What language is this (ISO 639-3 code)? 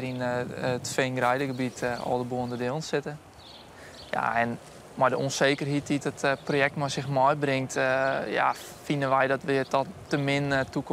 fry